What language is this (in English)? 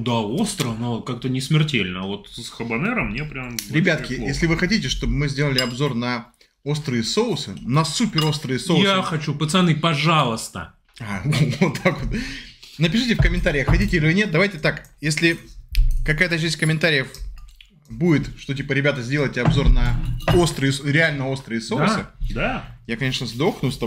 Russian